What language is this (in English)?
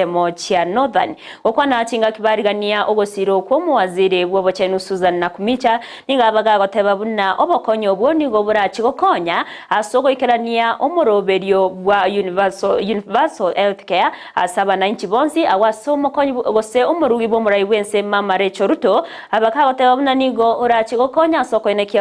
Gusii